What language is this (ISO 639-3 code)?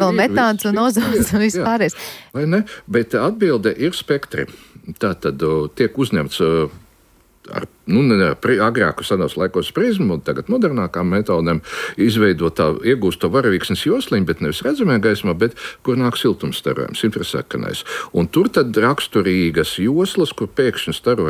lav